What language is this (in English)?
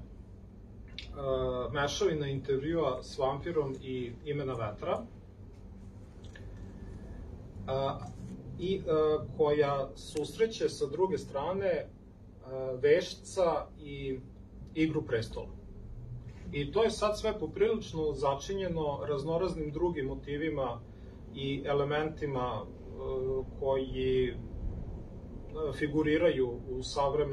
Serbian